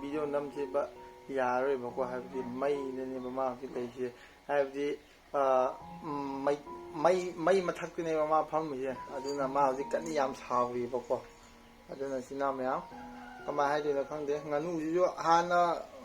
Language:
Manipuri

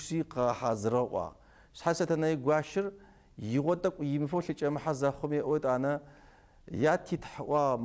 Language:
Adyghe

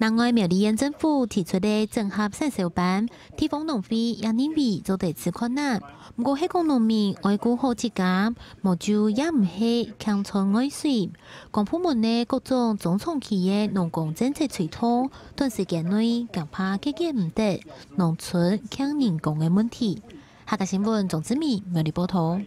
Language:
Hakka Chinese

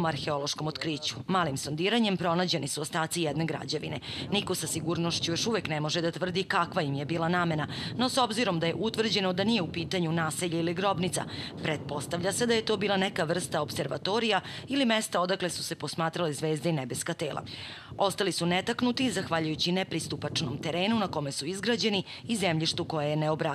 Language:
Serbian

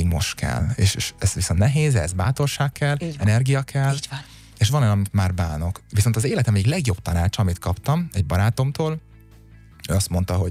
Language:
Hungarian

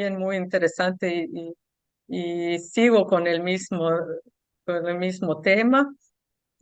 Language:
Ladino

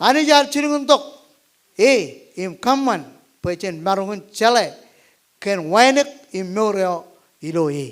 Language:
Marshallese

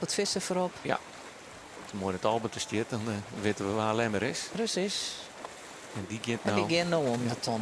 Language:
Western Frisian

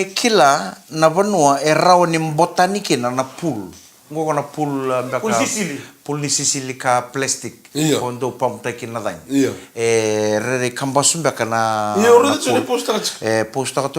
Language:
Fijian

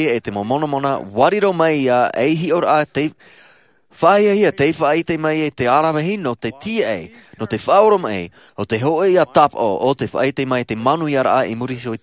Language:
Tahitian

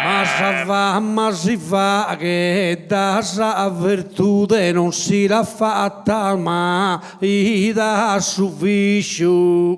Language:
Sardinian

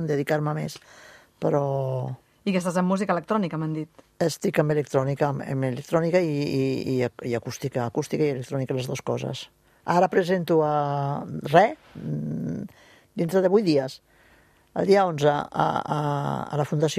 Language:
Catalan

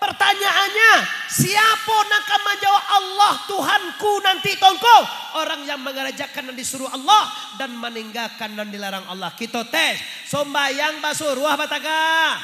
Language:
Minangkabau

